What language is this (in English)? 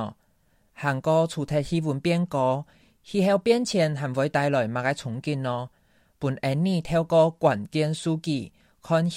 Hakka Chinese